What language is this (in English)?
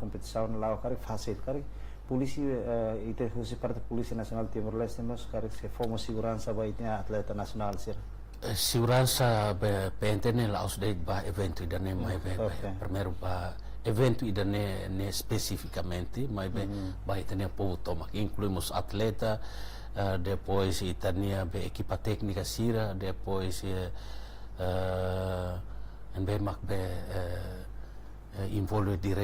Tetum